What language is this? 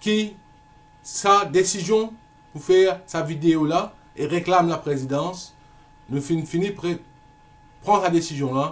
Morisyen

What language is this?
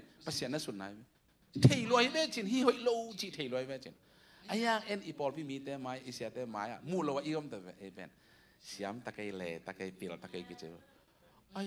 Tedim Chin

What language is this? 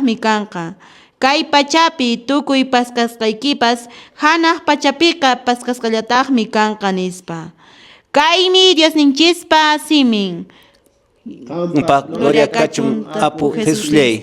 Quechua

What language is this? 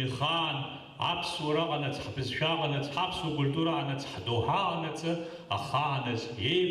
Abkhazian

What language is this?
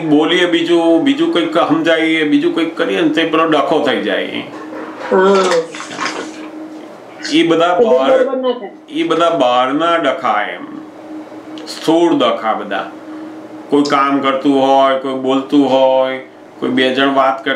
Gujarati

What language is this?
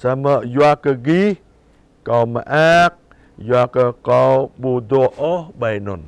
Jarai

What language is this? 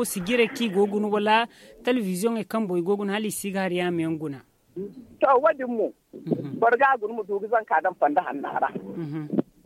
Zarma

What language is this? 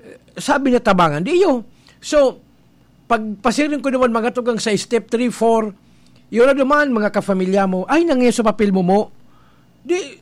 Bikol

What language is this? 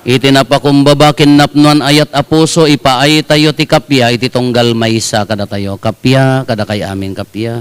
Iloko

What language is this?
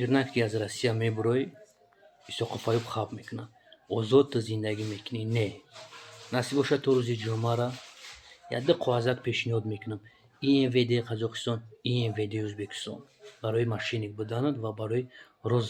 Tajik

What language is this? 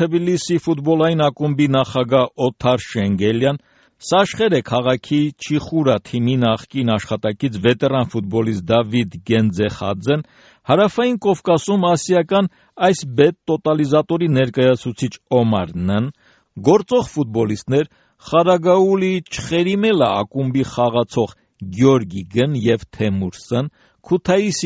Armenian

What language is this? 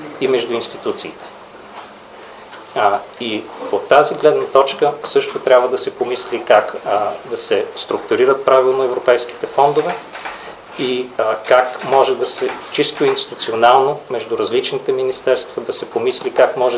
Bulgarian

